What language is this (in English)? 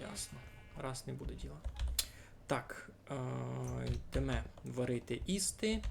Rusyn